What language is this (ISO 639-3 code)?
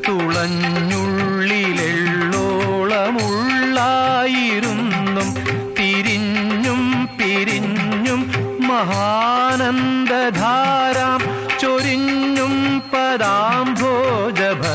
mal